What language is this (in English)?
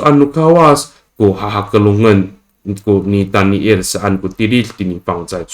Amis